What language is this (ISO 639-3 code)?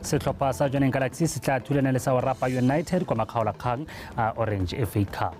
tsn